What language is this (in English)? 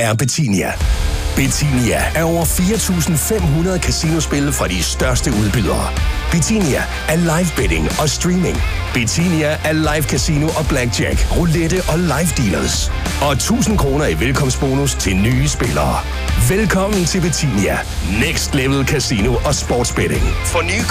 Danish